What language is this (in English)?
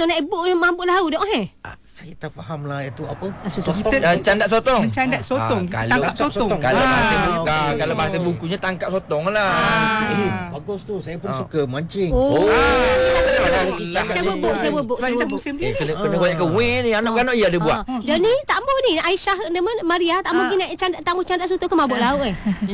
Malay